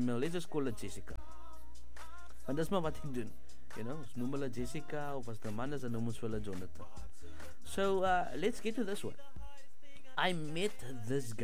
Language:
Afrikaans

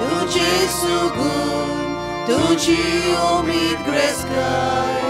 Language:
Konkani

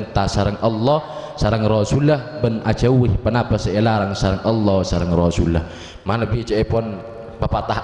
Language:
Madurese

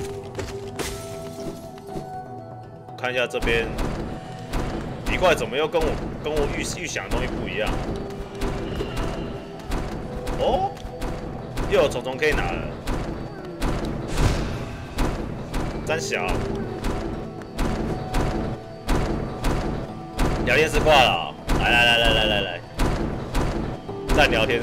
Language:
Chinese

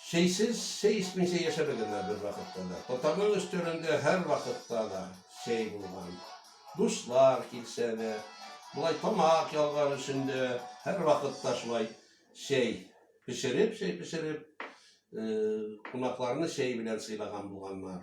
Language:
Tatar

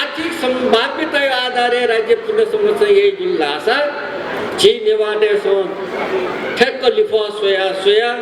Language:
Newari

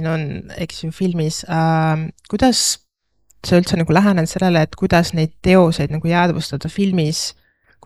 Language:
Estonian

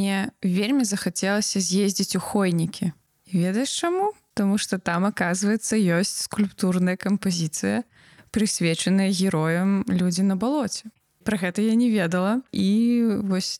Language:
Belarusian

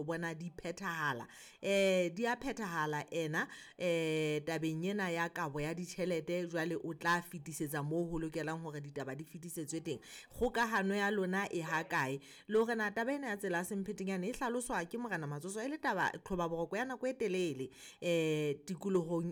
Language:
Southern Sotho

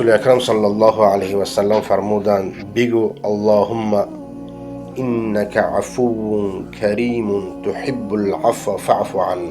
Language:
Persian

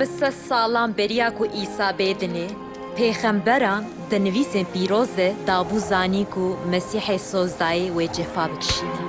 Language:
Kurdish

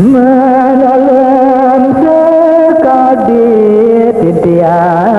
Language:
Balinese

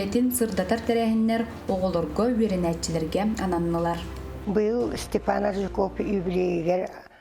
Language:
Yakut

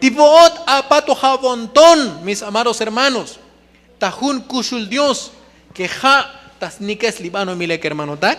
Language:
Tzotzil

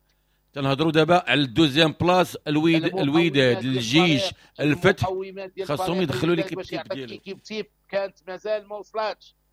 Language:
Moroccan Arabic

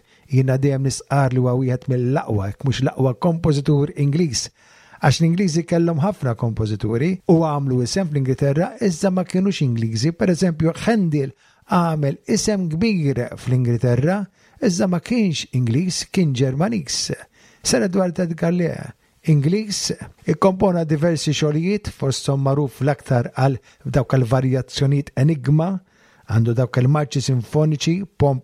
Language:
Maltese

